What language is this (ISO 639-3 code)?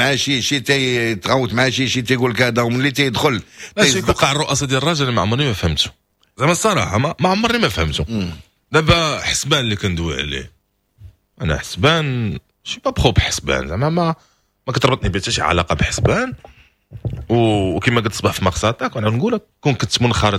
ary